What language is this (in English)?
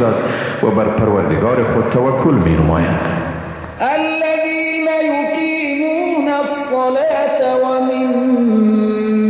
Persian